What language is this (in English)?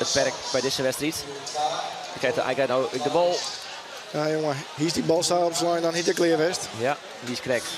Western Frisian